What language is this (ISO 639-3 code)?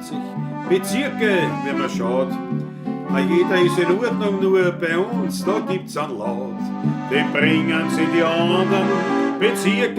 bar